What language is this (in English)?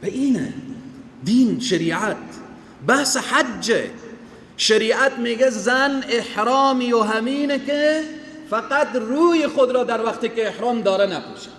Persian